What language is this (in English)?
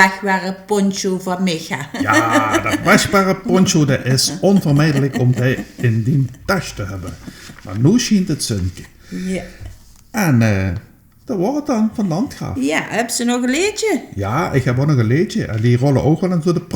Limburgish